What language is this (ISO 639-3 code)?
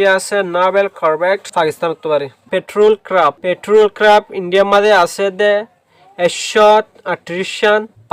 rhg